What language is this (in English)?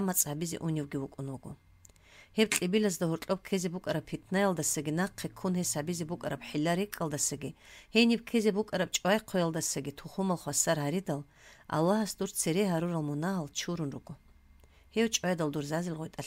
Avaric